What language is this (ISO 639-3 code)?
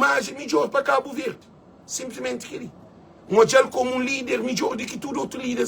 kea